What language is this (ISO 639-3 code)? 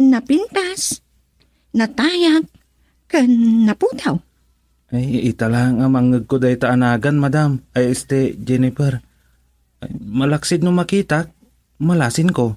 ilo